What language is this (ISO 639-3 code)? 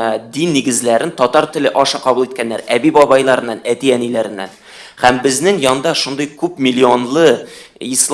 tat